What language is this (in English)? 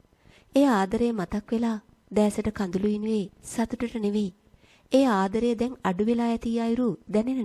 Sinhala